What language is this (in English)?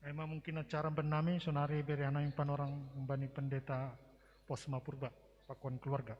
Batak Simalungun